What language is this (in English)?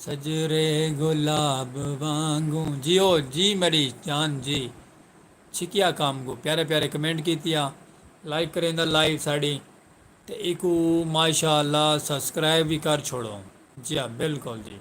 Saraiki